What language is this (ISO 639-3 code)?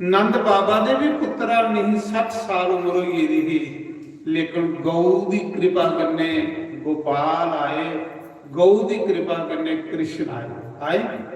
doi